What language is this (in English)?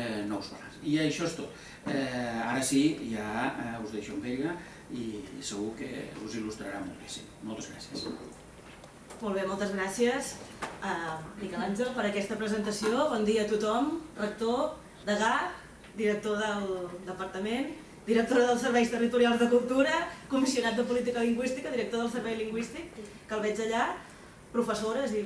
Catalan